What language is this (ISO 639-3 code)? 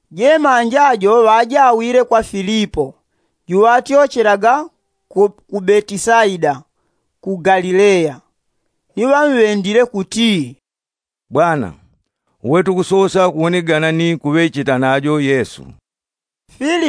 yao